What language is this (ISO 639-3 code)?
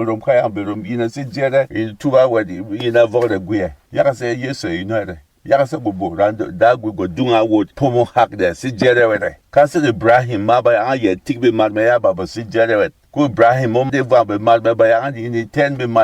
bom